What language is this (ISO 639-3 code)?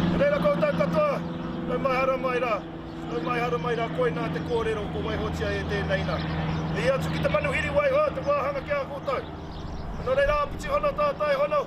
mri